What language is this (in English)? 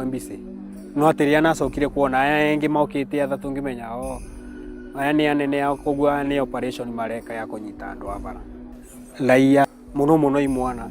Meru